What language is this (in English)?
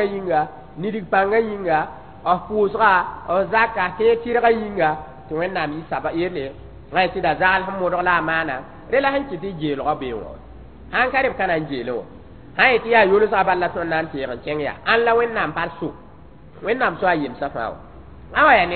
Mossi